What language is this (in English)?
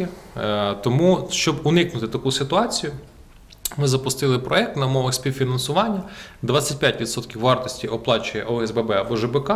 Ukrainian